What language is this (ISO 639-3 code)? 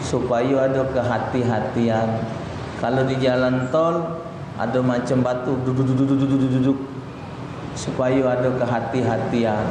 mui